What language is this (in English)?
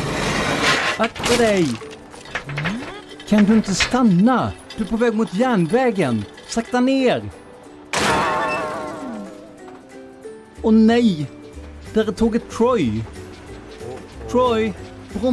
Swedish